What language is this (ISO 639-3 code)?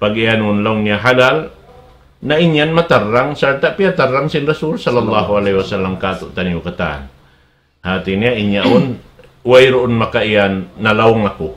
tsg